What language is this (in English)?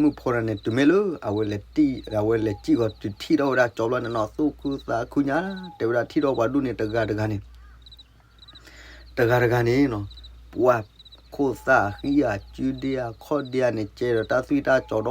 S'gaw Karen